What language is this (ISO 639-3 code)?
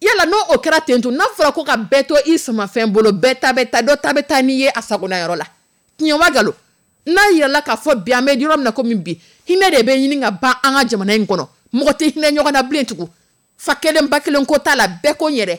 dyu